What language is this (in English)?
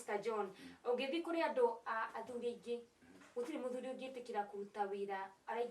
Kikuyu